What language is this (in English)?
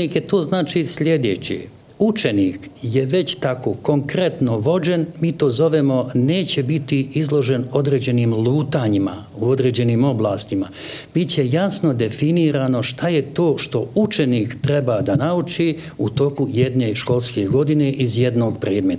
Bosnian